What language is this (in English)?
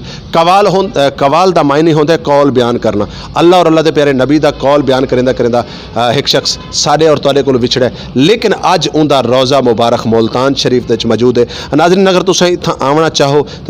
Saraiki